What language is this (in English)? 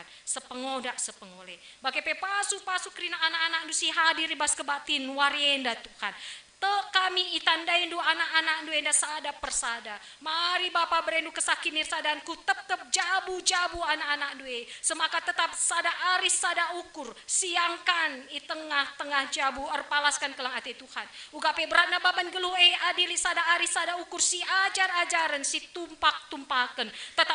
Batak Karo